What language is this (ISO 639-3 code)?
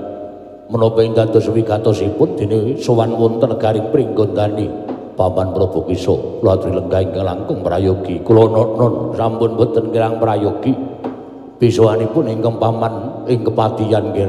jav